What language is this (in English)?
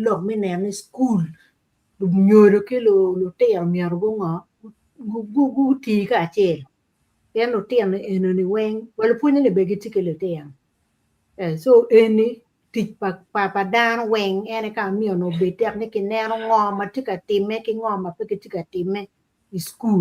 Acoli